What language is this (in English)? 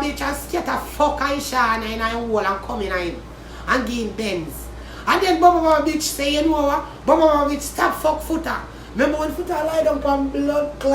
Jamaican Creole English